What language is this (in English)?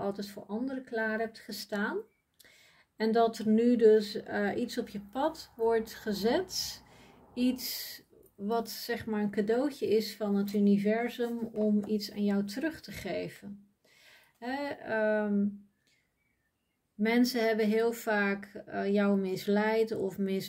Dutch